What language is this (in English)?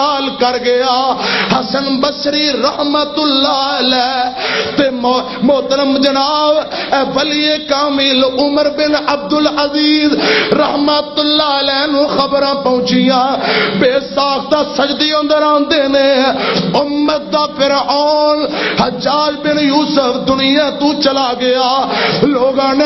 Western Panjabi